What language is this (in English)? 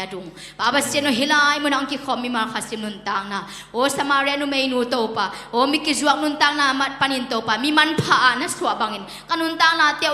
Tedim Chin